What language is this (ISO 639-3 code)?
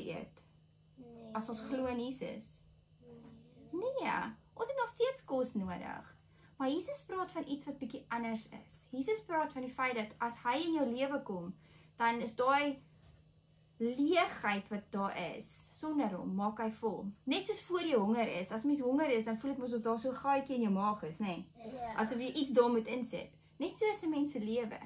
afr